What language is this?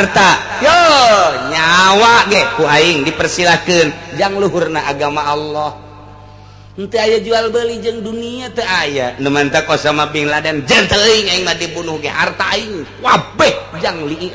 Sundanese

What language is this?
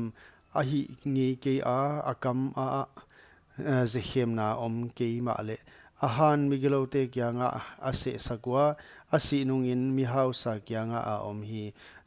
Paite Chin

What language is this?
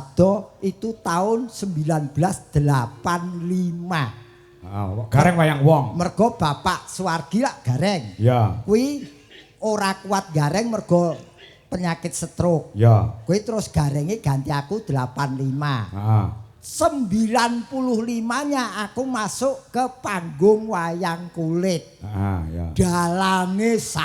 Javanese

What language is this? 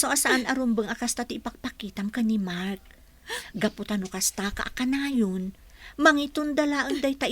Iloko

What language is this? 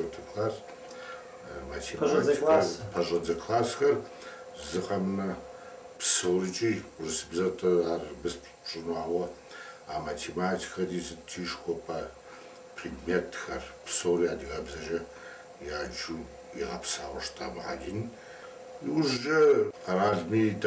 Kabardian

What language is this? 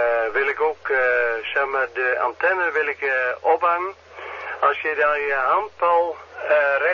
Dutch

